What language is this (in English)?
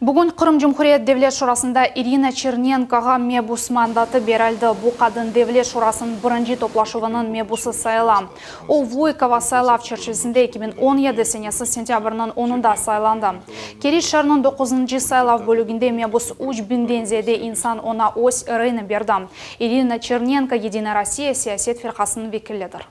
Crimean Tatar